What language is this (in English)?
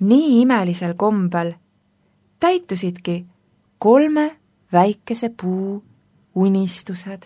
Estonian